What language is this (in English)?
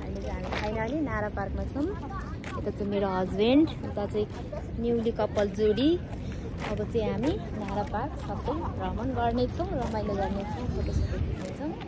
Nepali